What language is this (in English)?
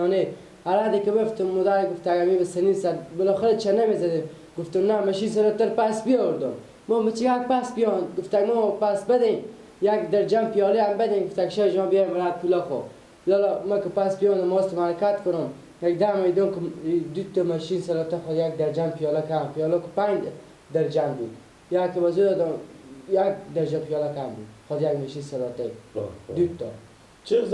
Persian